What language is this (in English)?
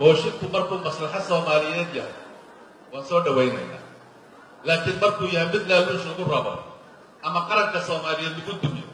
Somali